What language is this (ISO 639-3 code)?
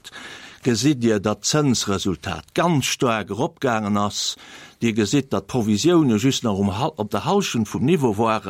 ltz